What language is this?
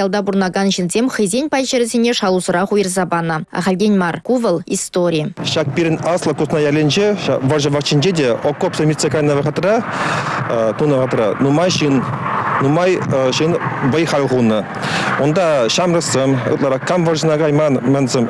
Chuvash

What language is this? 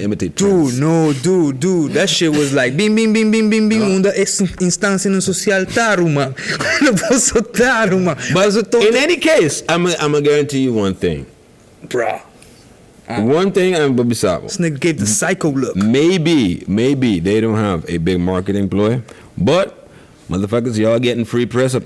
Papiamento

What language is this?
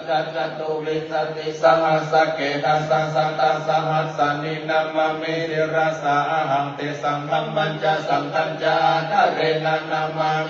Pali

